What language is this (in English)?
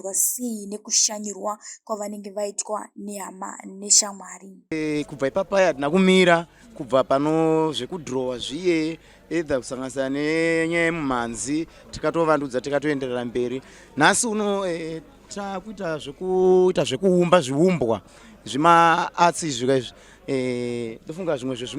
Shona